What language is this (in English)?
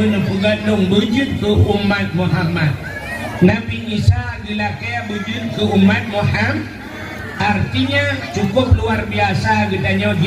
Achinese